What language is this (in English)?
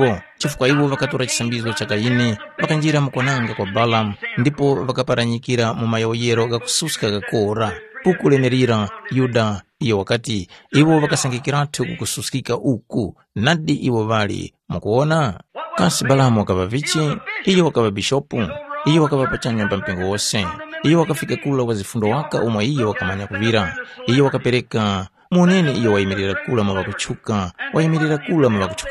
Tumbuka